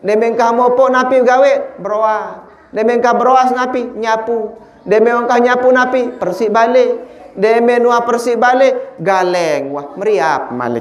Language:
Sasak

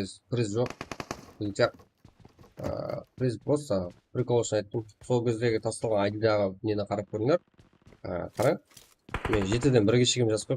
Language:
Kara-Kalpak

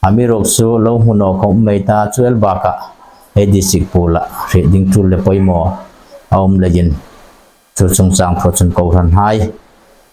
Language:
Hmar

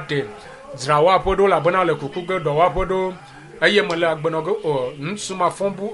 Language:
Ewe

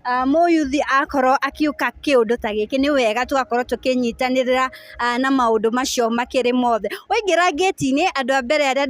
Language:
Kikuyu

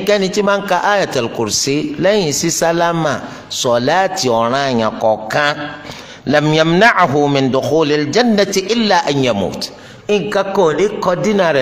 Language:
Yoruba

